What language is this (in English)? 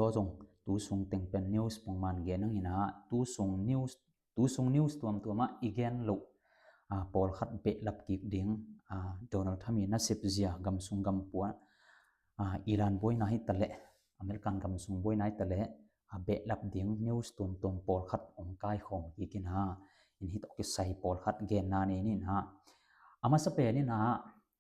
Tedim Chin